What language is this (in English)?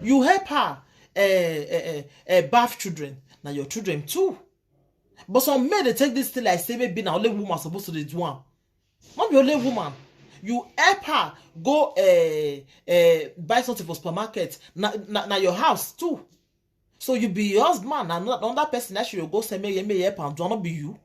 Nigerian Pidgin